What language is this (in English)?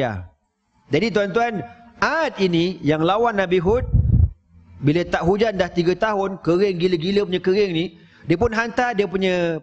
Malay